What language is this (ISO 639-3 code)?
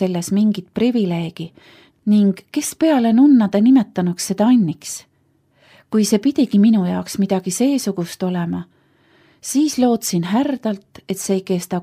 est